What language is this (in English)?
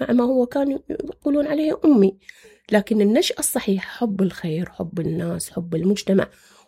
Mesopotamian Arabic